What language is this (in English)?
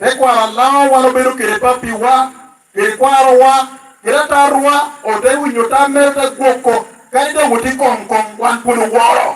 Lango (Uganda)